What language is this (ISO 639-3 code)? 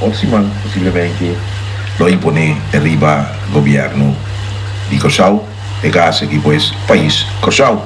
pap